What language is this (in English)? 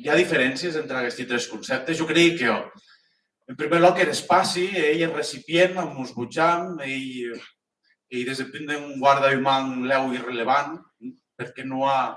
Occitan